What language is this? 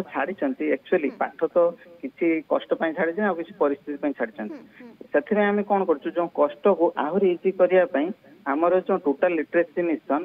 Odia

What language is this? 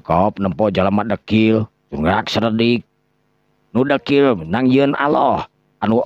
Sundanese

